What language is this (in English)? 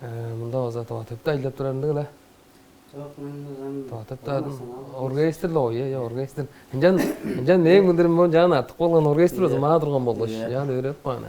Tuvinian